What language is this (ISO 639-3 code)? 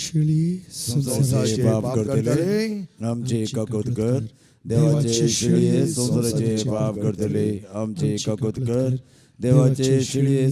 kok